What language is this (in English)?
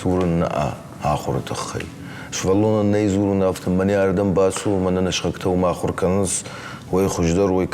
Ossetic